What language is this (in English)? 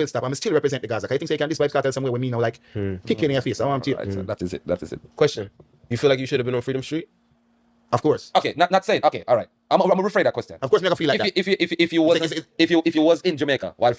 Jamaican Creole English